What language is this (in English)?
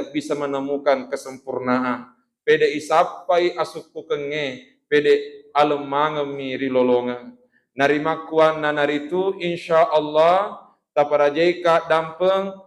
Buginese